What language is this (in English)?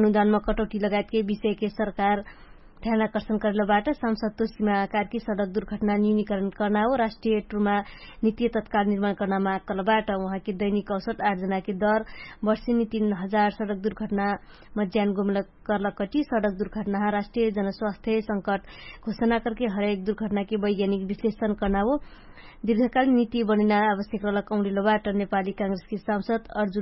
Dangaura Tharu